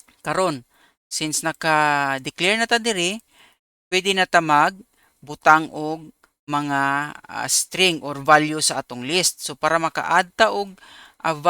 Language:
Cebuano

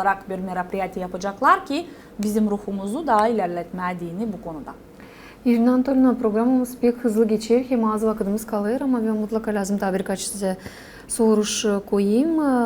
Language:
Gagauz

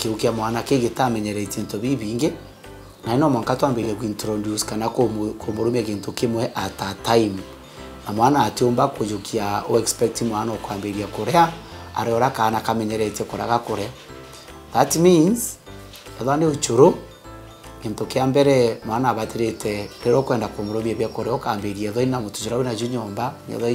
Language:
Meru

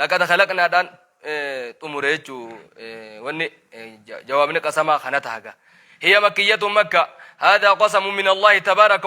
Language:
Oromo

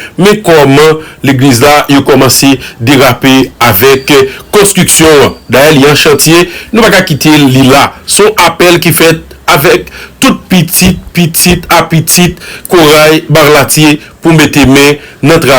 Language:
Haitian Creole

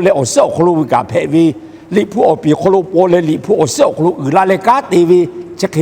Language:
Lahu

